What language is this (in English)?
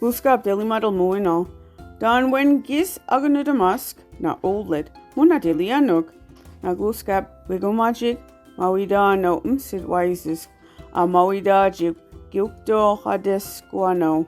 Mi'kmaw